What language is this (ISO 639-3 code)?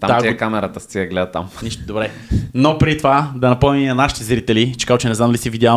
bul